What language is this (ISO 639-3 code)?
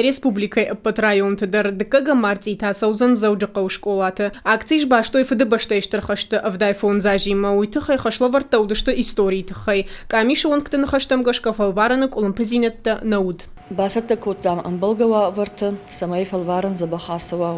oss